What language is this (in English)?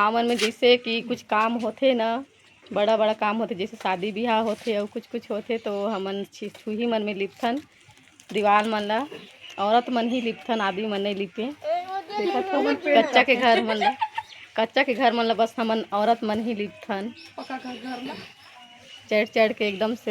Chhattisgarhi